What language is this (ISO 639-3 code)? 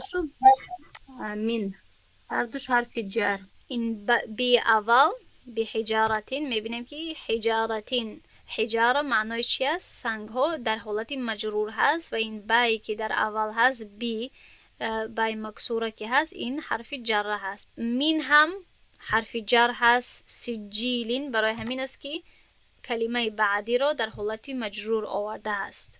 tgk